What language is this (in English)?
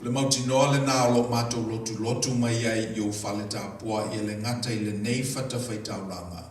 Samoan